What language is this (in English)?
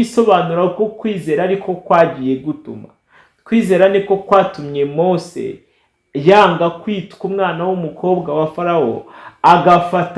Kinyarwanda